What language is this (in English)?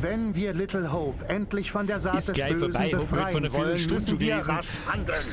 Bavarian